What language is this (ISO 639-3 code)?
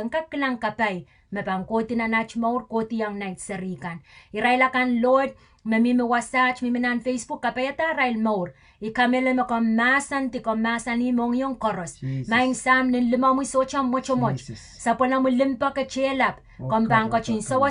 pon